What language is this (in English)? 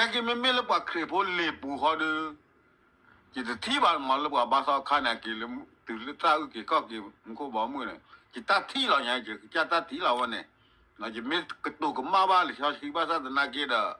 S'gaw Karen